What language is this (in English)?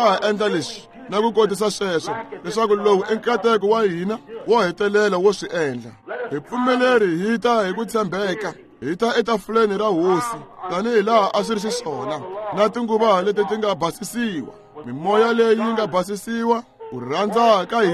Tsonga